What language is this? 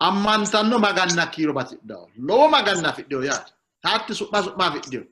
Sidamo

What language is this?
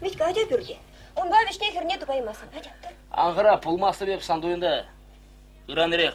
Chuvash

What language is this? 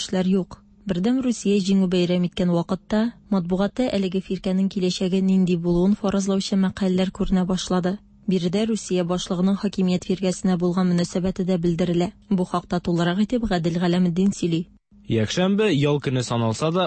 Tatar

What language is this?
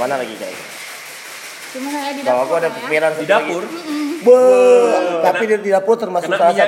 Indonesian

